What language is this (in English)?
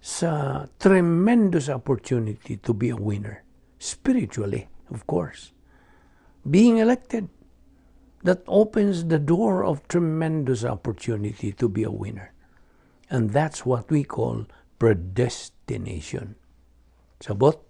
Cebuano